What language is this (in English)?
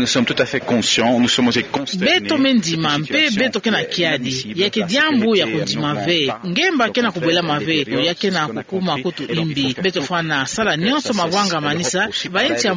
Kituba (Democratic Republic of Congo)